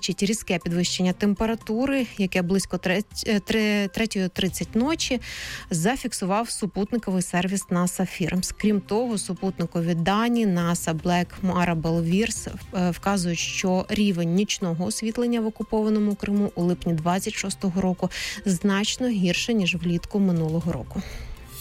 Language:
Ukrainian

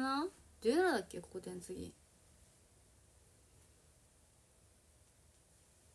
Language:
Japanese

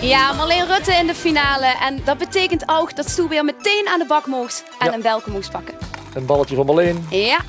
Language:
Limburgish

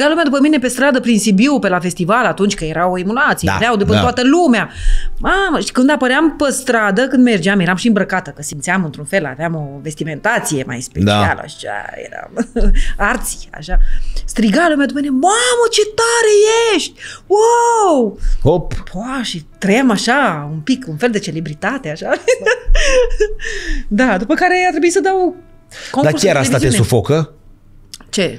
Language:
Romanian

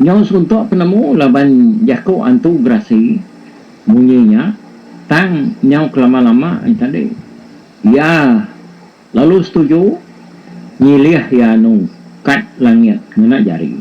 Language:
Iban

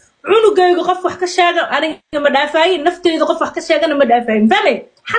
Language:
Somali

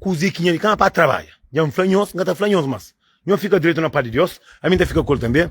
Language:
Kabuverdianu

